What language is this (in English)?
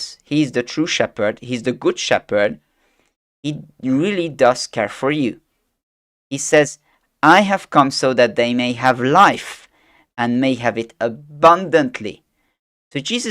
English